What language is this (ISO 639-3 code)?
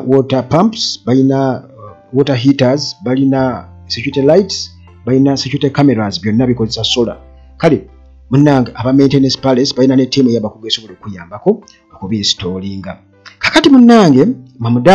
lug